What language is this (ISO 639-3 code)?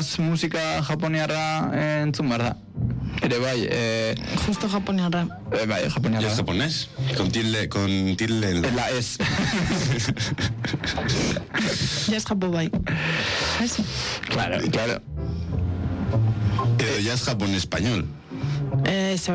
eus